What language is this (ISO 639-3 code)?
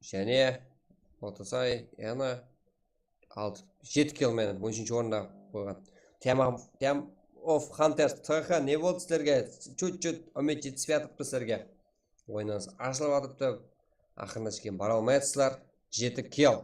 kaa